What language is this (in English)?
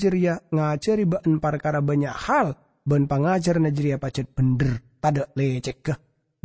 Madurese